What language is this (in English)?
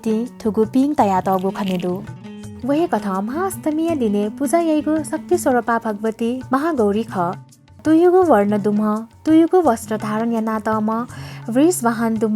Newari